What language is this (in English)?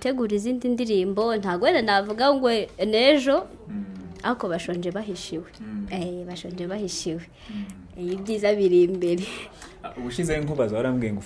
Kinyarwanda